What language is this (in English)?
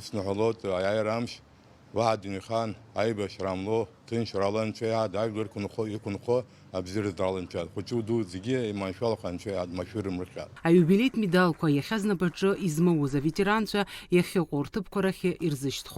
Abkhazian